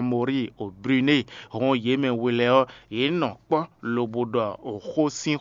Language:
Fon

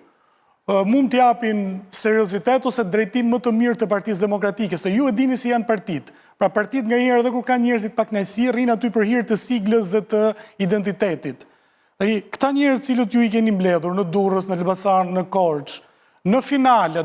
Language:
Albanian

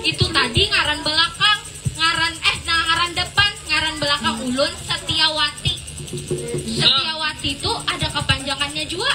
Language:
Banjar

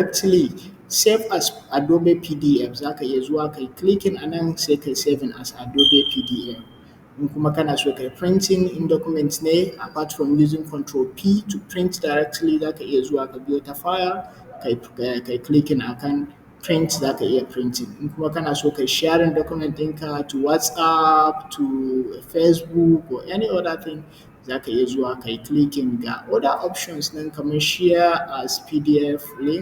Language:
Hausa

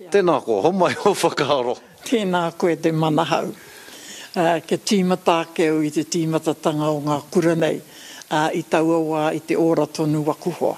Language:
Māori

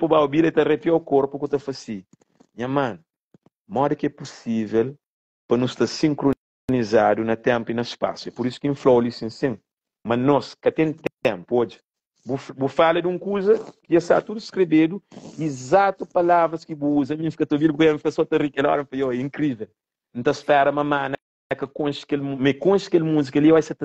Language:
Kabuverdianu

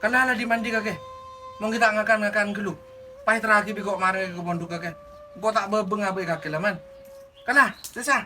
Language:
Madurese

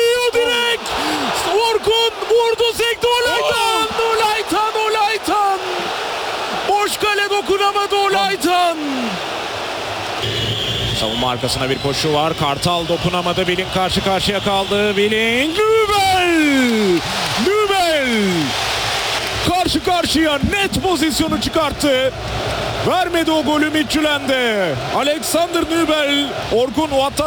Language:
Turkish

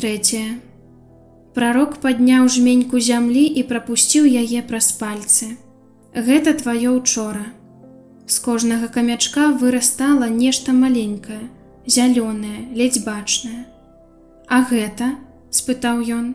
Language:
Belarusian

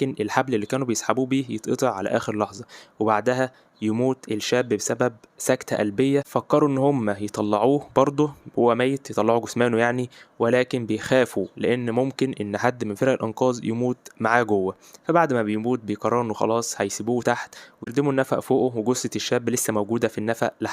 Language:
Egyptian Arabic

